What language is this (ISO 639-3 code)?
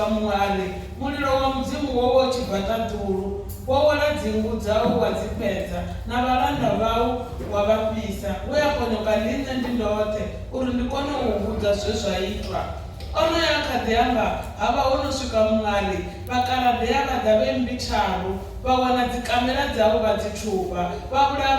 ven